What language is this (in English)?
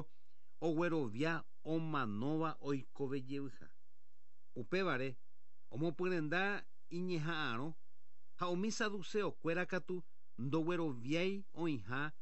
Guarani